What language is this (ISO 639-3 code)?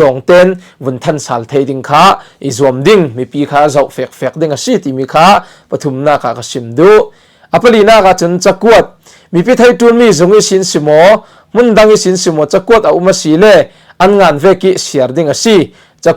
cfm